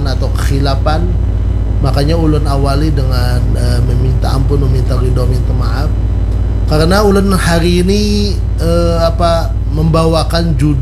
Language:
Banjar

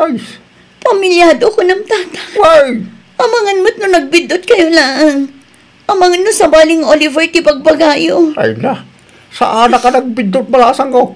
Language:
Iloko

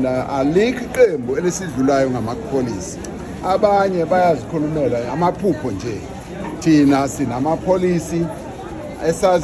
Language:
Zulu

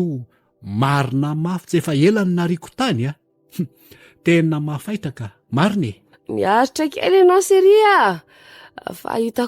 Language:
Malagasy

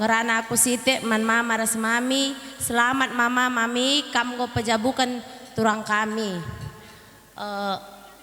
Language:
Batak Karo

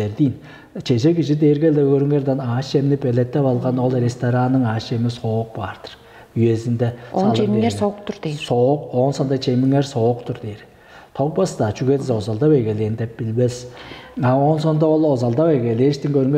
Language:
Tuvinian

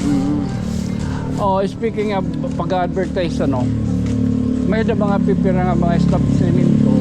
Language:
Waray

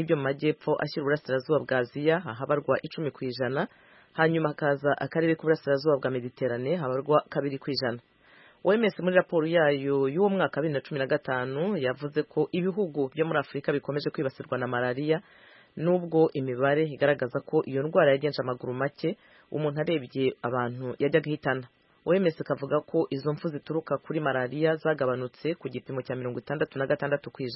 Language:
Kinyarwanda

